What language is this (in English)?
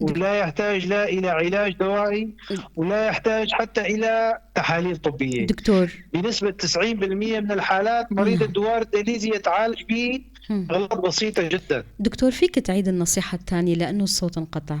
North Levantine Arabic